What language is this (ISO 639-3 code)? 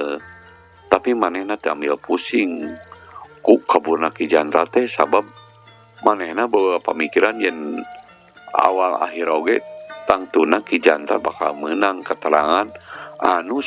sun